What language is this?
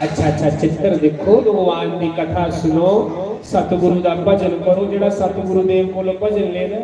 Dogri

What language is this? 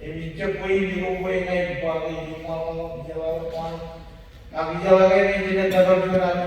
Marshallese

